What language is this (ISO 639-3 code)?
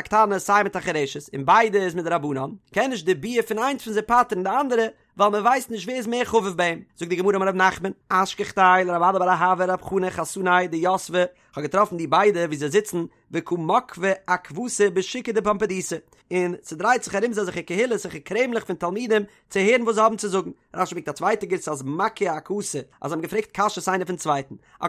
yid